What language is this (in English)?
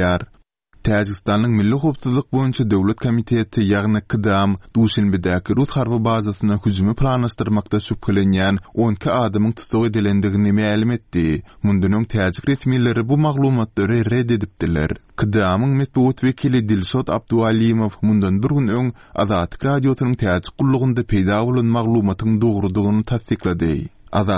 Turkmen